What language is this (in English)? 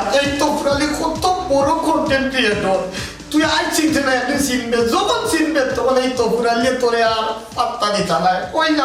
Sylheti